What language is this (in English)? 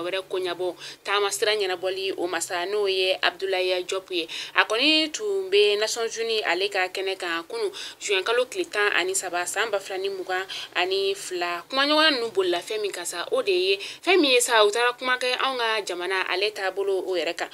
Bambara